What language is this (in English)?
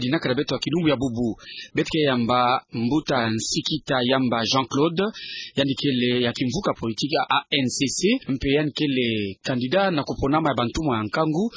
Kituba (Democratic Republic of Congo)